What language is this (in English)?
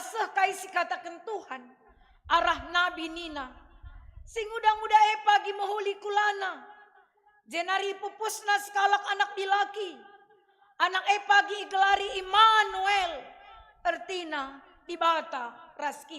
Batak Karo